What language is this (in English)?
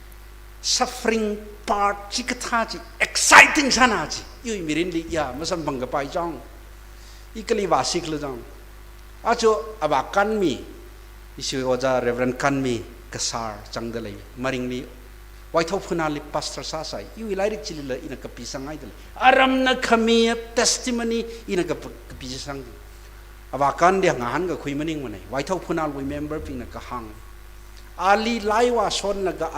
Tangkhul Naga (India)